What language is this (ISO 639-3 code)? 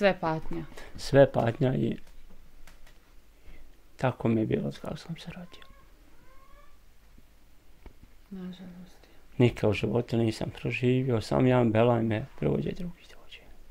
bos